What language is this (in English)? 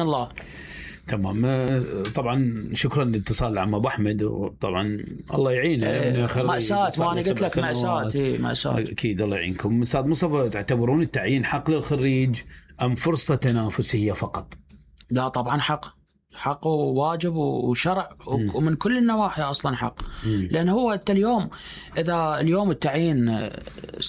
Mesopotamian Arabic